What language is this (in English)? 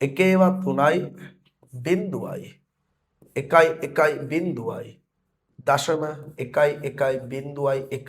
Sinhala